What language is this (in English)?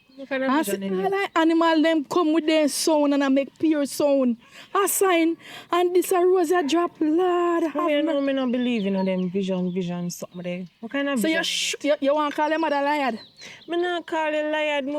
Jamaican Creole English